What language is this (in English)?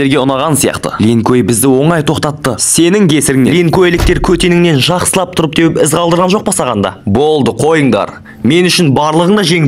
Kazakh